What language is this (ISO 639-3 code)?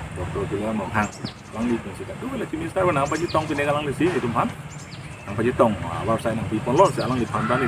mjw